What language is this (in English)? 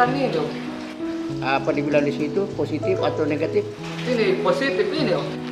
Makassar Malay